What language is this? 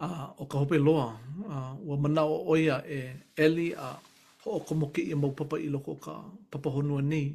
Hawaiian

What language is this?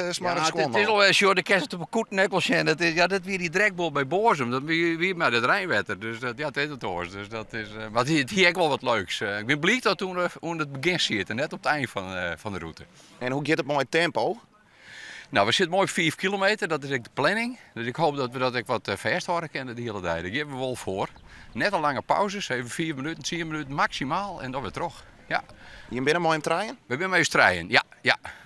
Western Frisian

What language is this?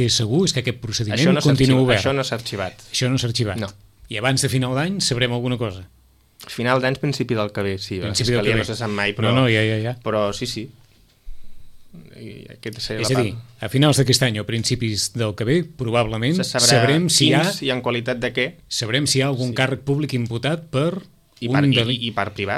Catalan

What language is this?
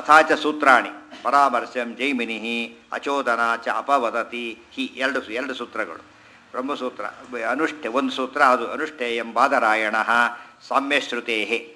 Kannada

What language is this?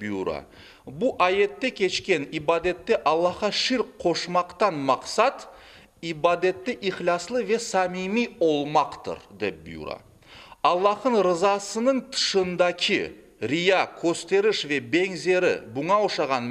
Crimean Tatar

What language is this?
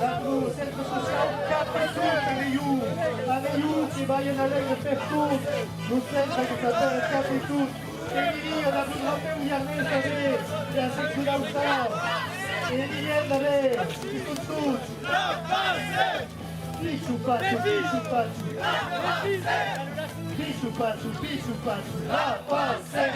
Occitan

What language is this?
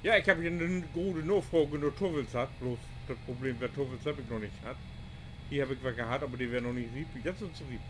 Low German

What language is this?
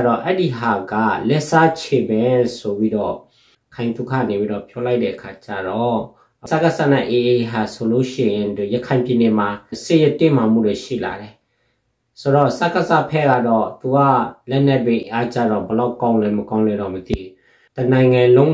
Burmese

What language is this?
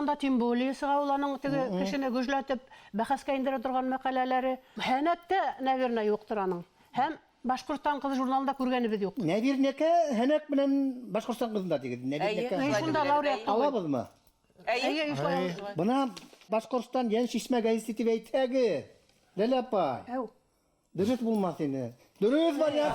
Bashkir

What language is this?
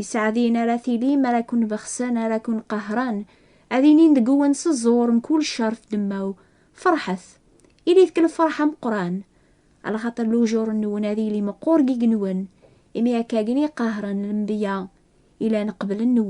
Kabyle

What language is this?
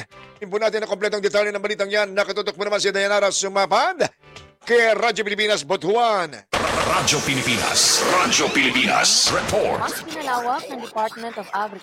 Filipino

